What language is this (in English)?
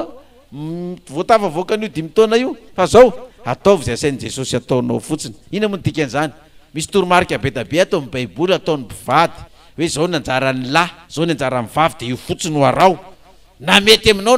Malagasy